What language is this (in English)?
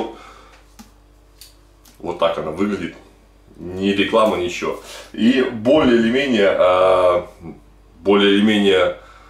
Russian